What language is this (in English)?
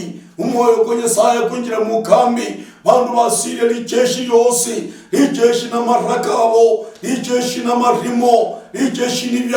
Luyia